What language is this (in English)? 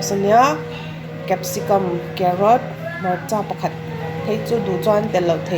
Mizo